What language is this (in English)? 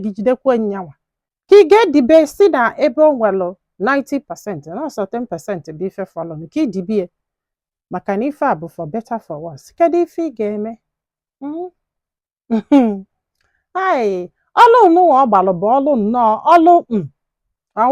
Igbo